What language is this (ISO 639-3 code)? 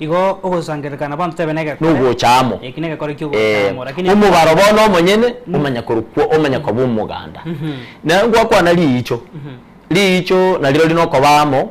guz